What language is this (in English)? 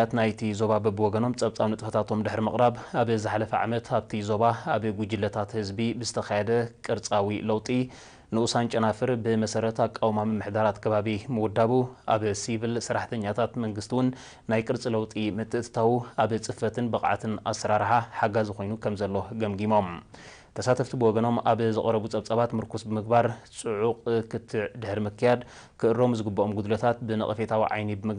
Tigrinya